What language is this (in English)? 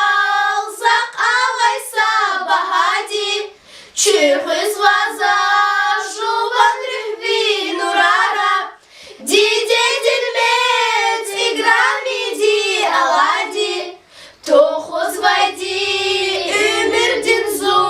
Lezghian